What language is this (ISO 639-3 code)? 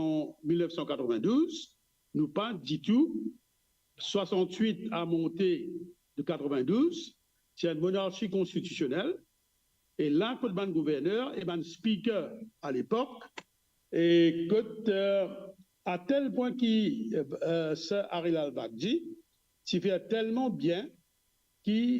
mfe